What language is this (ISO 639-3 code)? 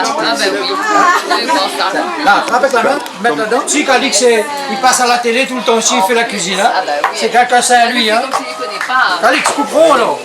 rcf